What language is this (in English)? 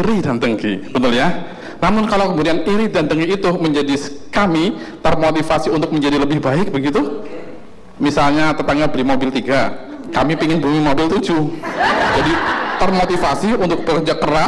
Indonesian